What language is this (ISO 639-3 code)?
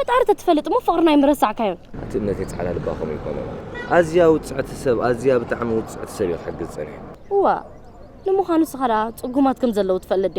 tir